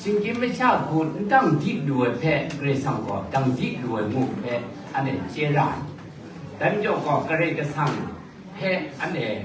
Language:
Kachin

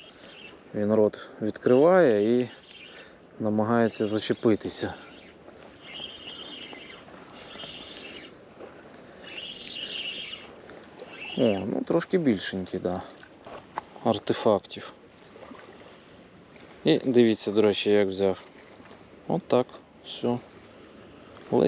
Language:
Ukrainian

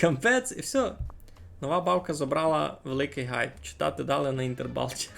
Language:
Rusyn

